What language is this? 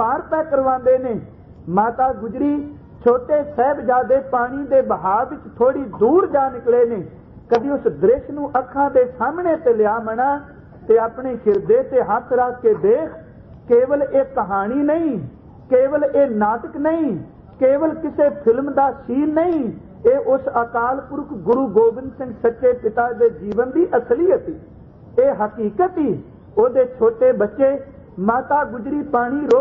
Punjabi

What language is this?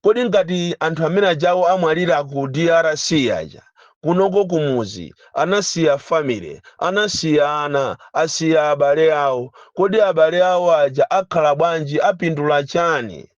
Nyanja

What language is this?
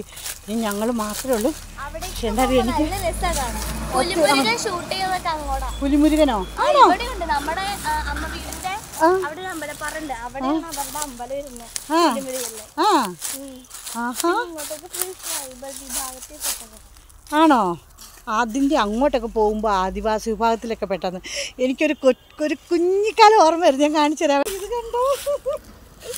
Malayalam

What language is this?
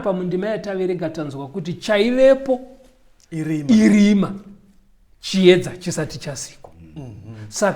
Shona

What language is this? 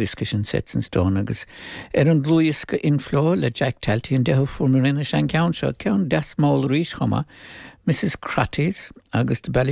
Irish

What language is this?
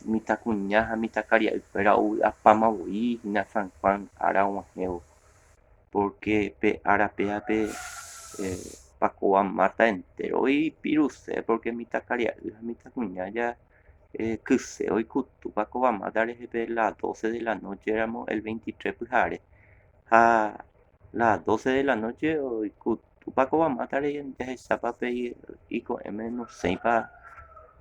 Guarani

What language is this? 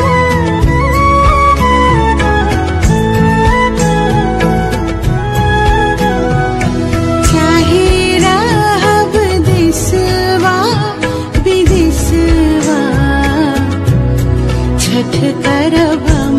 Bhojpuri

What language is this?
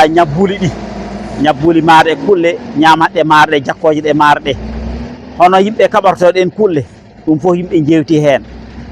Fula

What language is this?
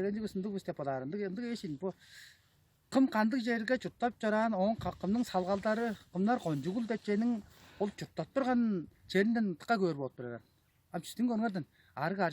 Tuvinian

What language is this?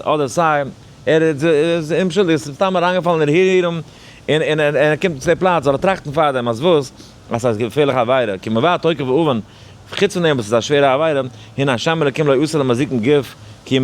Yiddish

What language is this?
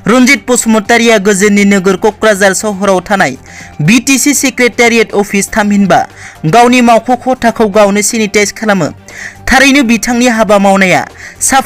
Bodo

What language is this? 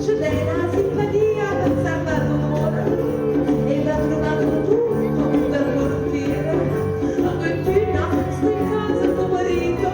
Neapolitan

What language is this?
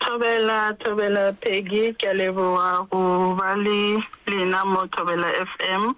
Northern Sotho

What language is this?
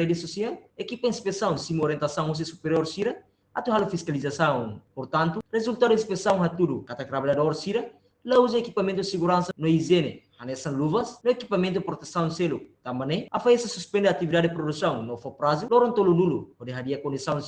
Tetum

